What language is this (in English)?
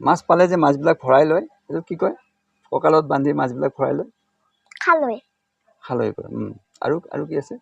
Assamese